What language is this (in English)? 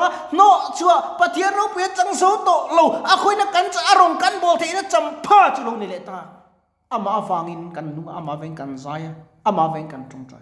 Mizo